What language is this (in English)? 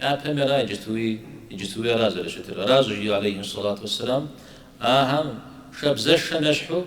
Kabardian